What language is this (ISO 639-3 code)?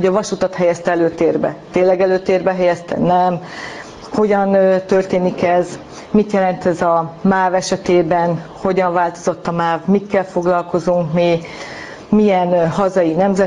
hun